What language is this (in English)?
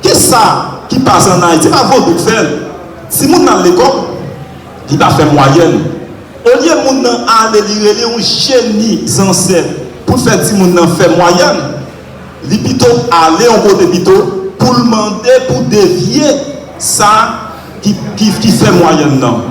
Haitian Creole